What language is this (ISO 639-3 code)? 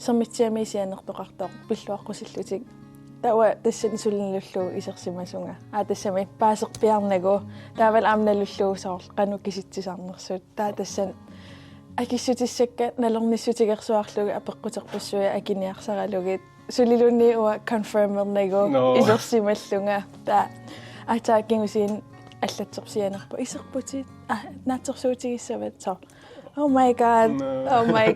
kal